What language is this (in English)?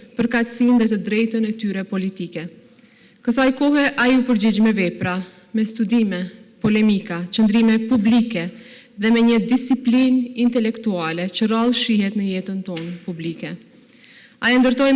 Albanian